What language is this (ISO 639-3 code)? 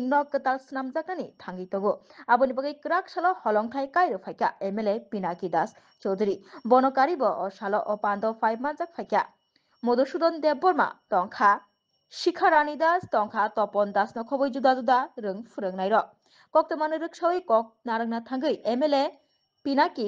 trp